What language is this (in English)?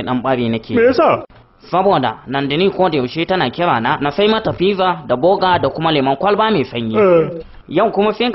Hausa